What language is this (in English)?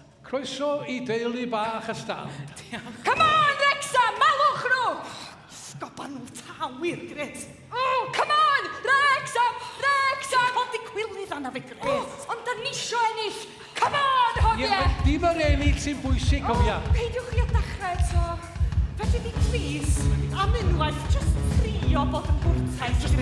Welsh